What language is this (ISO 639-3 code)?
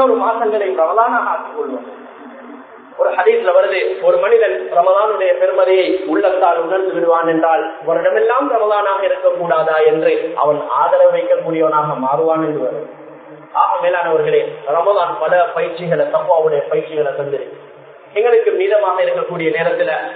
tam